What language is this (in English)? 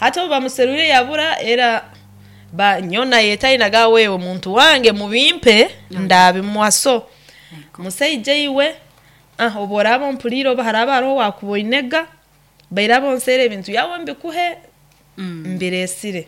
Nyoro